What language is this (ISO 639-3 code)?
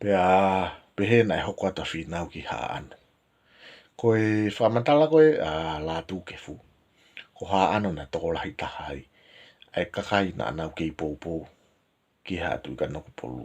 ton